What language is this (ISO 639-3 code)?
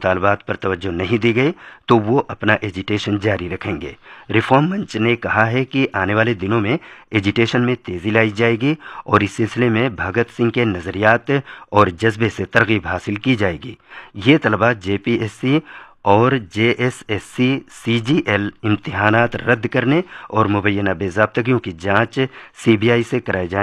urd